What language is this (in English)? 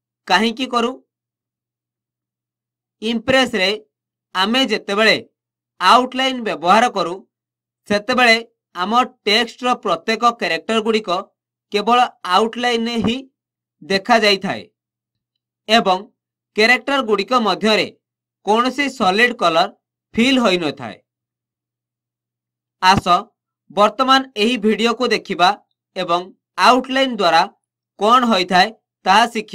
Odia